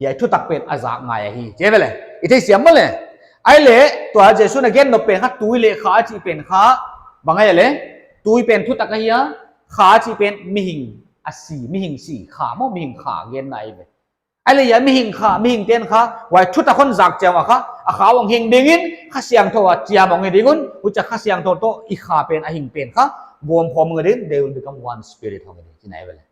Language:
Paite Chin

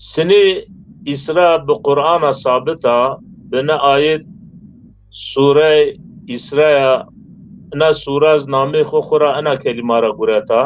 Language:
Zaza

